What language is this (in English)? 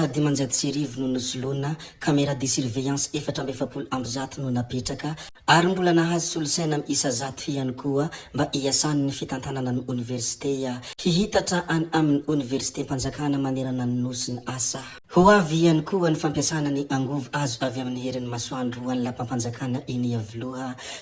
Malagasy